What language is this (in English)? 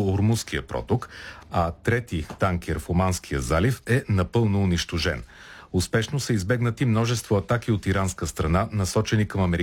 Bulgarian